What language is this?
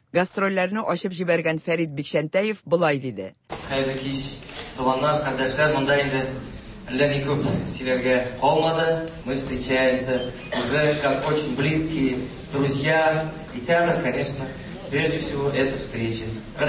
Tatar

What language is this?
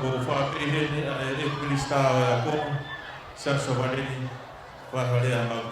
Tongan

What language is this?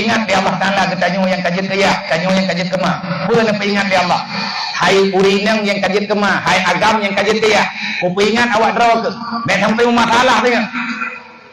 Achinese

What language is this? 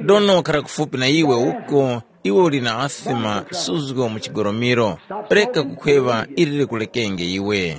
Tumbuka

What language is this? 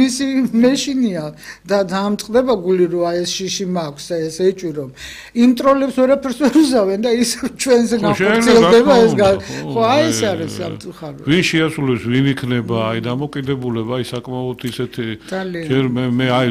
Georgian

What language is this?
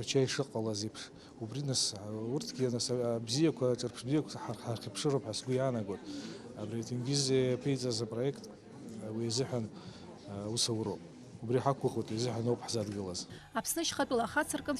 Abkhazian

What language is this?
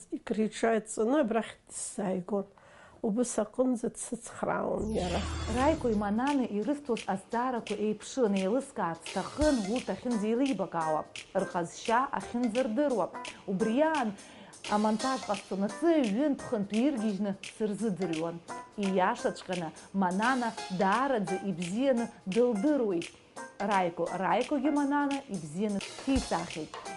Abkhazian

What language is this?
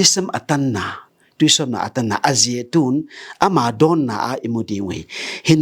Tedim Chin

